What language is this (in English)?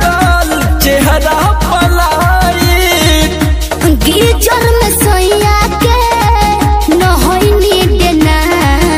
Bhojpuri